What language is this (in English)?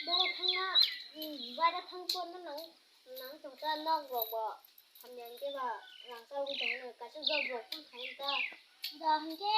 Kok Borok